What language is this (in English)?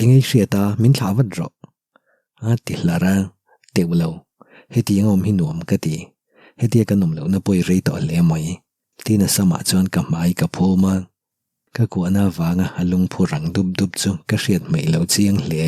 Mizo